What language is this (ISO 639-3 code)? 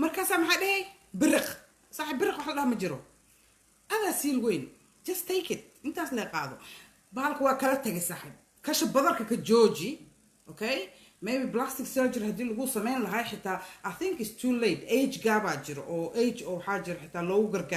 som